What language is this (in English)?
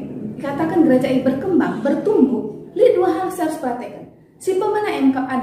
Batak Karo